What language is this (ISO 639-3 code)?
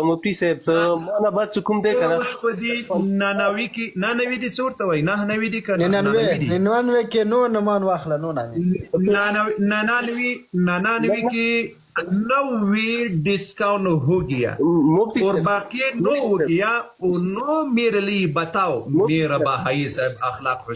pus